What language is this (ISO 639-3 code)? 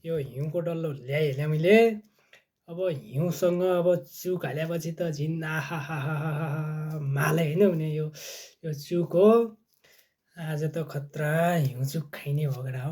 nep